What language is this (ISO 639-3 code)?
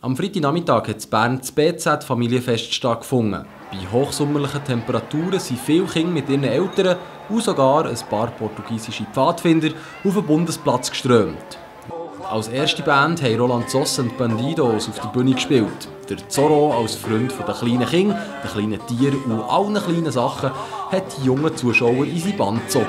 gsw